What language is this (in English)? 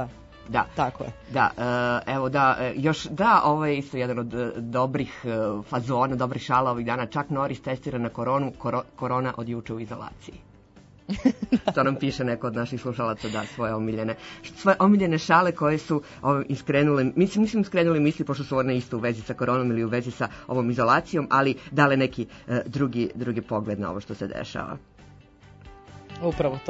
Serbian